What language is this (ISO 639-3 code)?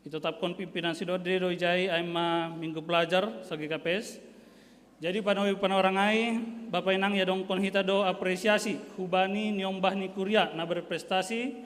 bts